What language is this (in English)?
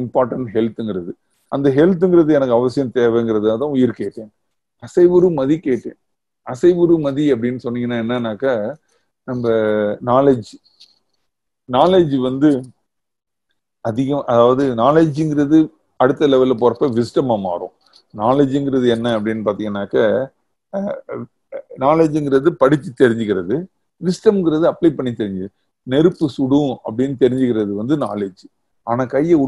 Tamil